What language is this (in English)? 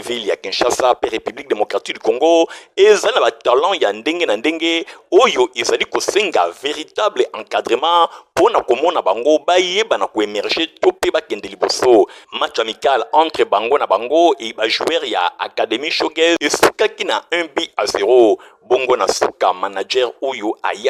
Lingala